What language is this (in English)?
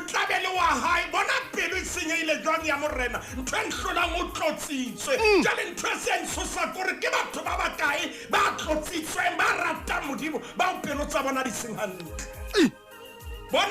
Southern Sotho